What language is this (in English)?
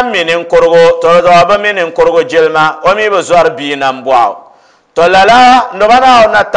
Dagbani